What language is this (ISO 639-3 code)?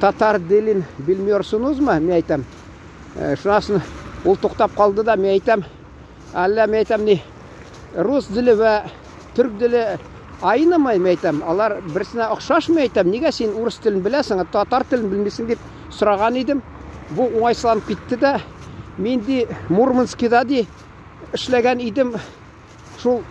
tat